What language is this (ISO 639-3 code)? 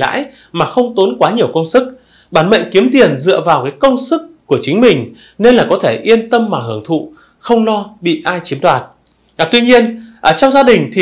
vie